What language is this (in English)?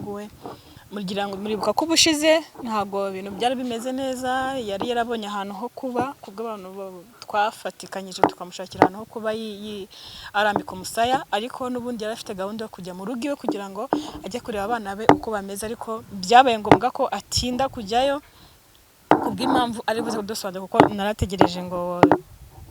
Kinyarwanda